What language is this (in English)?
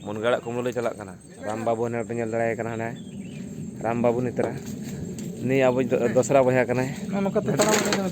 Santali